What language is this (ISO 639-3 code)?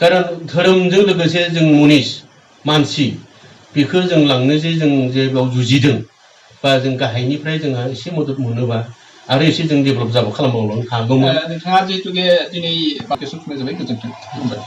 brx